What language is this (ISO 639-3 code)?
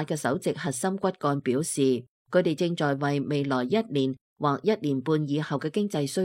yue